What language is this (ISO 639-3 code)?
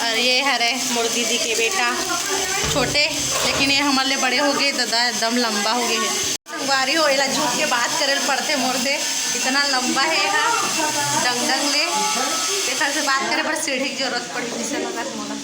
hne